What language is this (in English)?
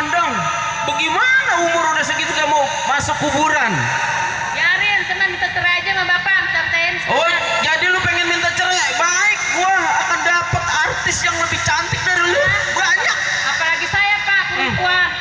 Betawi